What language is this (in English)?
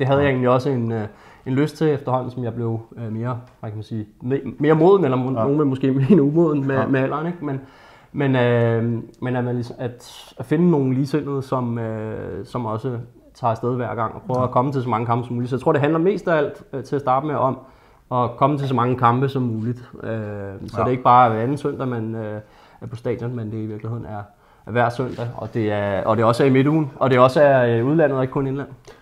Danish